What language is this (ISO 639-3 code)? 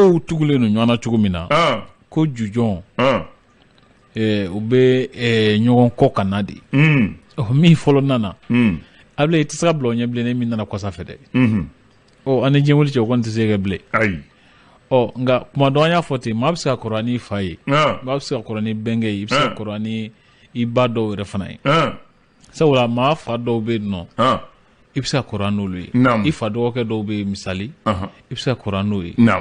bam